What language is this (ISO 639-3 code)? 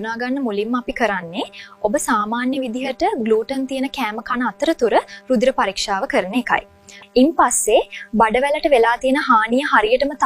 sin